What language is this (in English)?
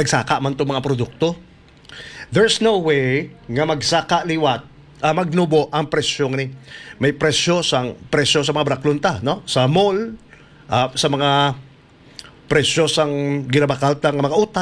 Hiligaynon